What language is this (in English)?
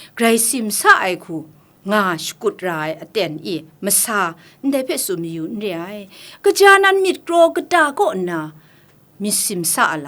Kachin